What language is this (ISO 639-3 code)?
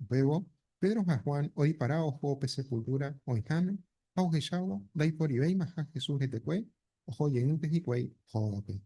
grn